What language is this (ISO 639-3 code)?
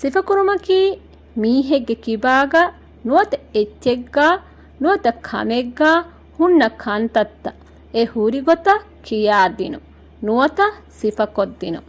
div